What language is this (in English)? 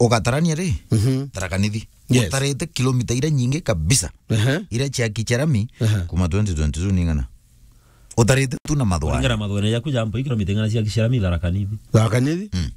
Meru